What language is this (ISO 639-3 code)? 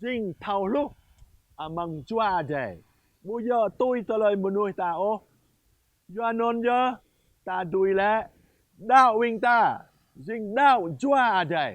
jra